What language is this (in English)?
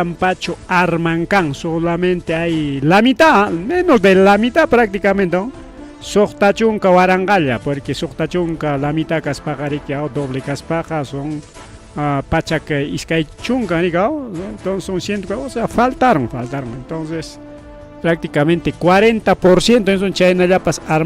Ayacucho Quechua